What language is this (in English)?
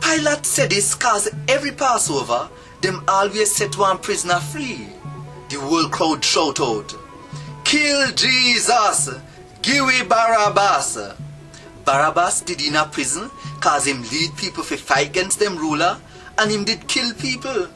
Jamaican Creole English